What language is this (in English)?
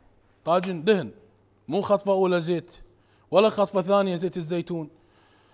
Mesopotamian Arabic